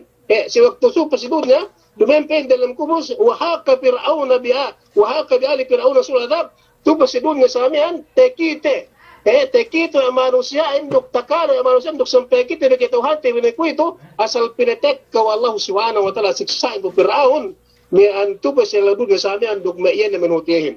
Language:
Yakan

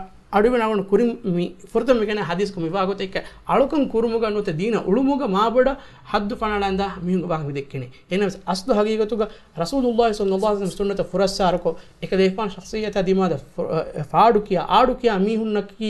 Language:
Divehi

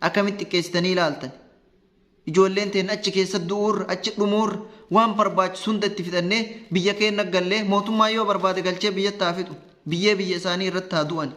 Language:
Oromo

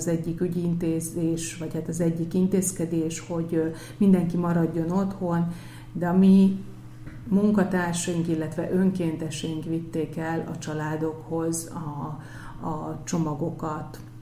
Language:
Hungarian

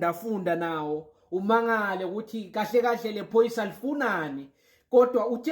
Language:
Zulu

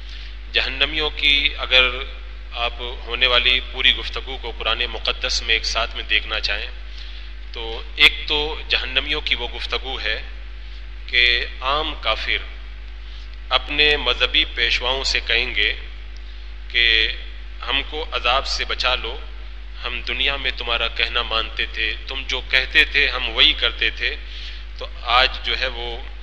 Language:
Urdu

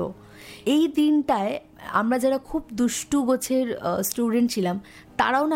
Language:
Bangla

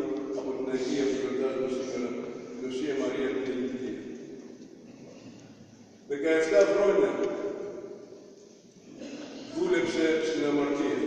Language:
Greek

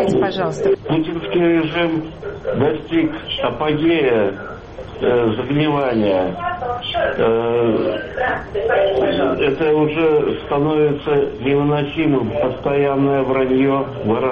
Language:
Russian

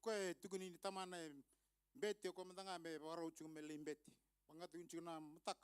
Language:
Fijian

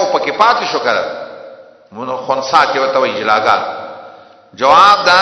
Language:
Pashto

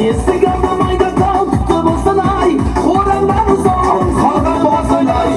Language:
Kara-Kalpak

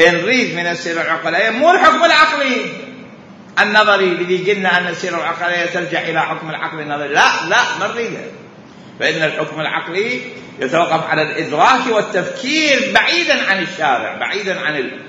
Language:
Mesopotamian Arabic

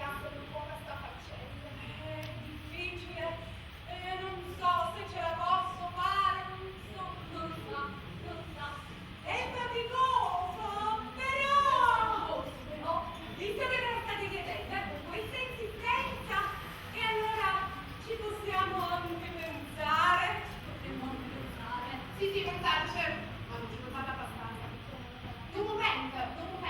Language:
Neapolitan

